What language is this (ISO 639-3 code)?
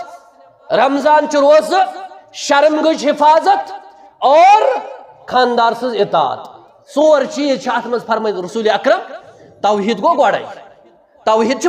kas